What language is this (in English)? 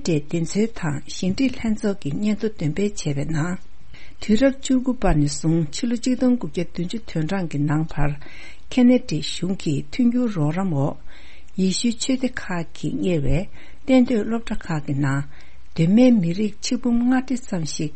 Tibetan